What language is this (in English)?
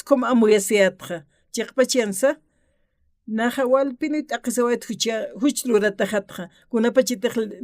Aymara